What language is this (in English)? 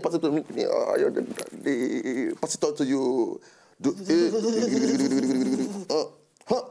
Nigerian Pidgin